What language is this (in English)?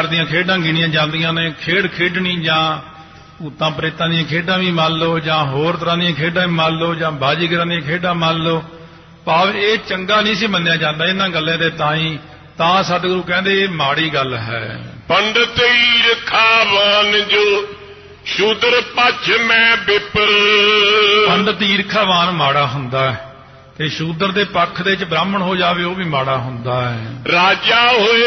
Punjabi